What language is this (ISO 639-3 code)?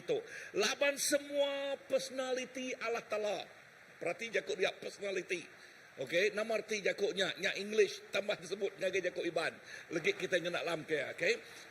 iba